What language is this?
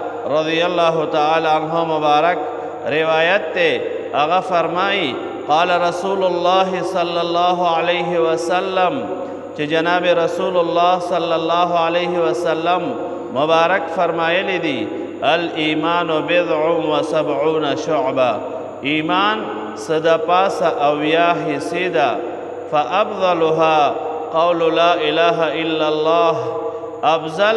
Pashto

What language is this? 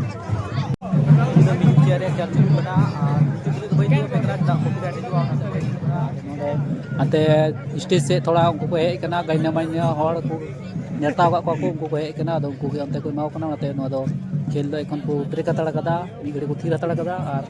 Santali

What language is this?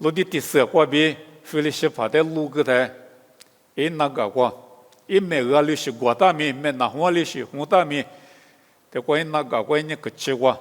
Lisu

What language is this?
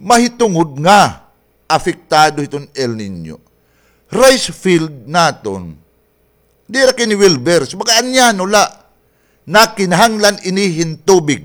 Waray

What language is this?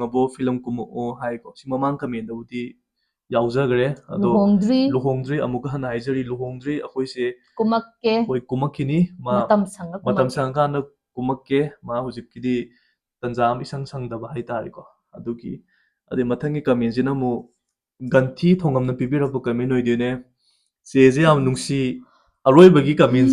Manipuri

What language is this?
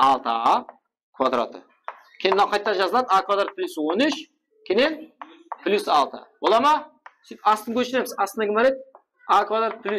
Kara-Kalpak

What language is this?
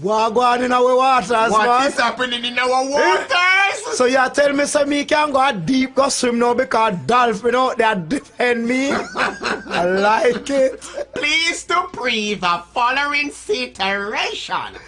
Jamaican Creole English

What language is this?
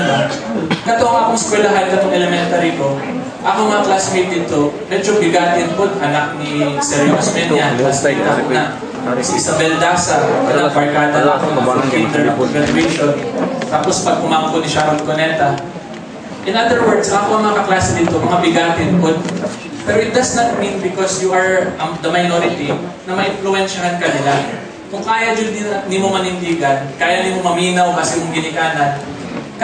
Cebuano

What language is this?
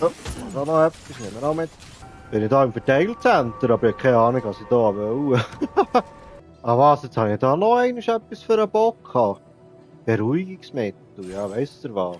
Swiss German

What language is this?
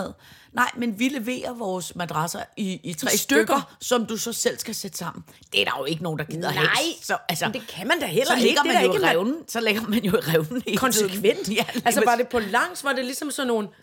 Danish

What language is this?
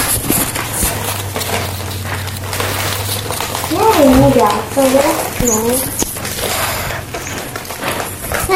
Indonesian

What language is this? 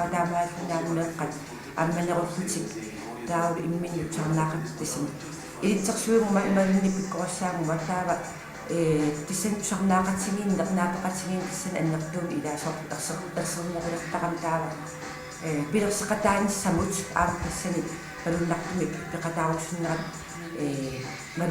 Kalaallisut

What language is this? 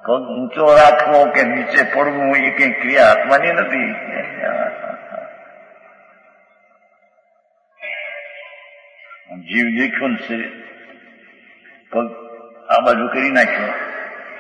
Gujarati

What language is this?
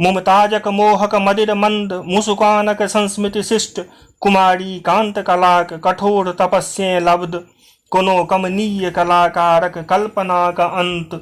Maithili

